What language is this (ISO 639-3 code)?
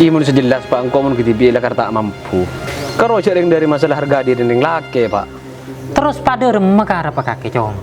mad